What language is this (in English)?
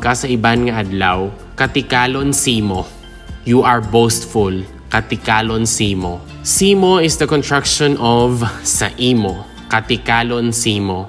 Hiligaynon